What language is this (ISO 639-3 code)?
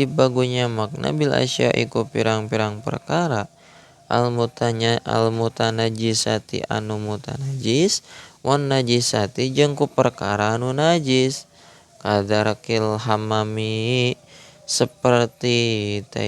sun